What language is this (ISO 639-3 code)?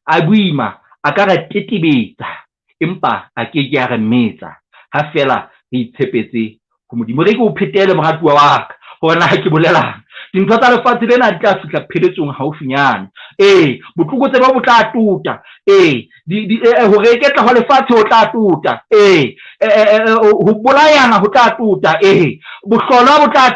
sot